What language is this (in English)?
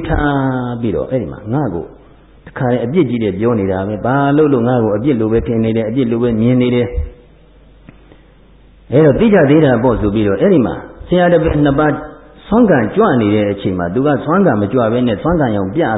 Burmese